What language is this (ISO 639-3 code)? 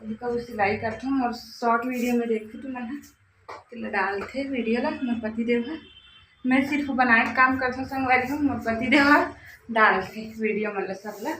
hne